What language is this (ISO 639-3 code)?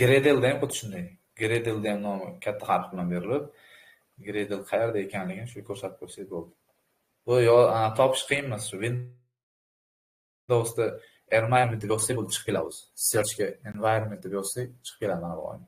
uzb